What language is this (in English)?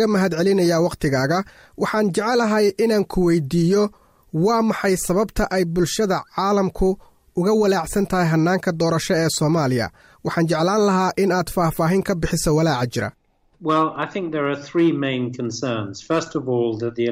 Somali